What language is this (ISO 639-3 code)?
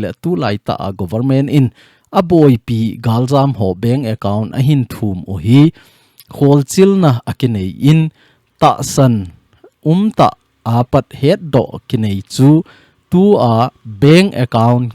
tcz